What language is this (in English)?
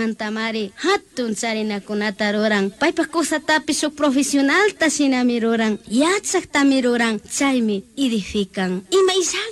Chimborazo Highland Quichua